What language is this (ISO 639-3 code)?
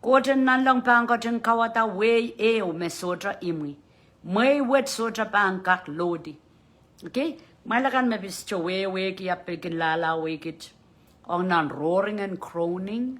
pon